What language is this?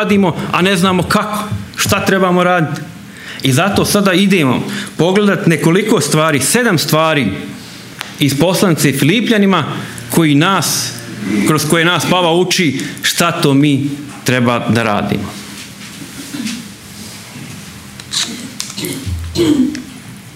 Croatian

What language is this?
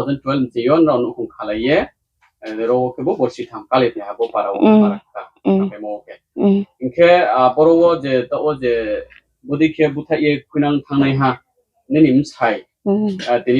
Riang (India)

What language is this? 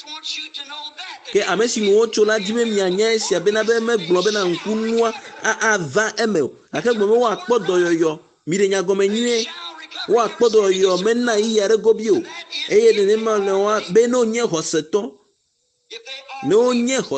Ewe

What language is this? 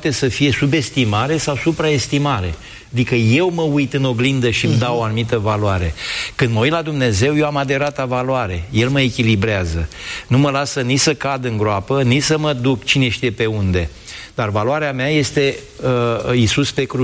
Romanian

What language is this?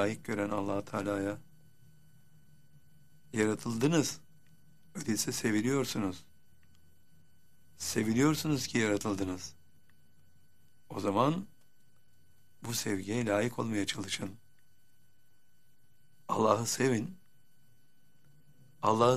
Turkish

